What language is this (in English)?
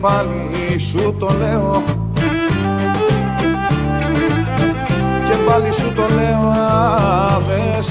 Greek